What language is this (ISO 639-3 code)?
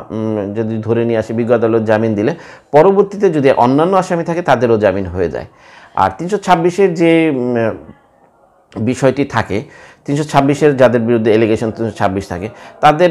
ben